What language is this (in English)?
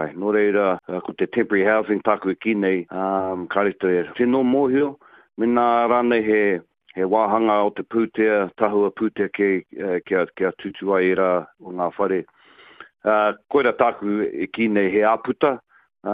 Māori